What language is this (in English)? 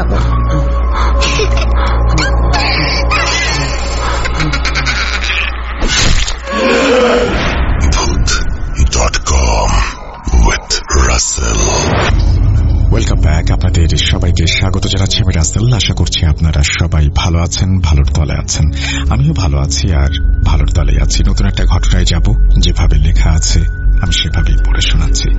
Bangla